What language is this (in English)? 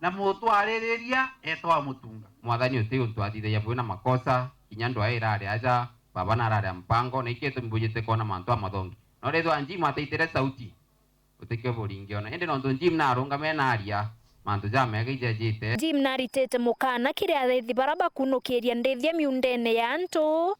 Meru